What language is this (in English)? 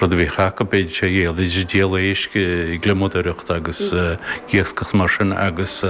Irish